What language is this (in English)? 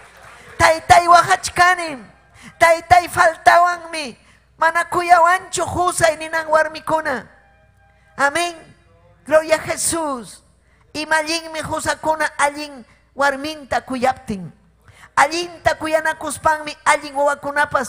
Ayacucho Quechua